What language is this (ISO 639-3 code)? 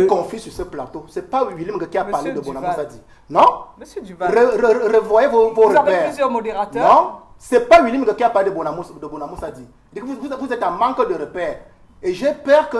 fra